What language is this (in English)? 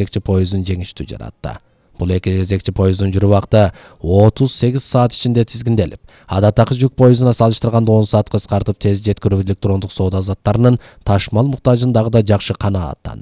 Kyrgyz